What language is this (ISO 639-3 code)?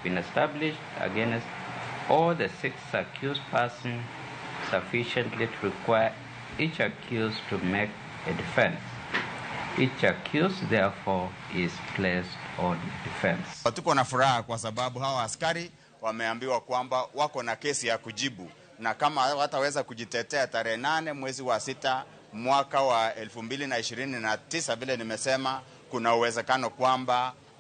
luo